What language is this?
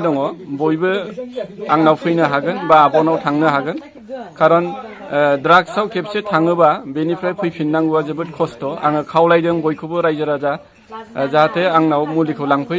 Bodo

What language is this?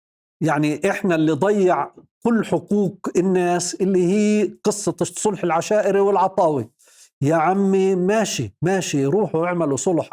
North Levantine Arabic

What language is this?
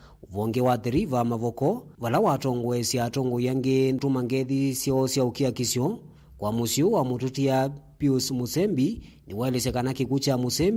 Kamba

